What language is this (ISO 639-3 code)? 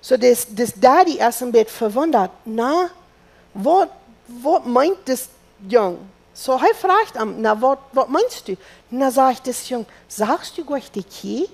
pdt